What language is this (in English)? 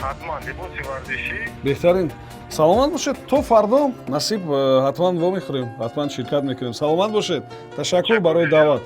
Tajik